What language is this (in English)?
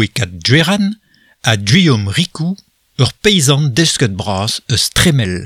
Breton